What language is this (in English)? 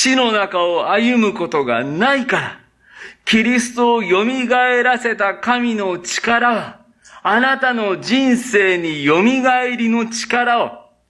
Japanese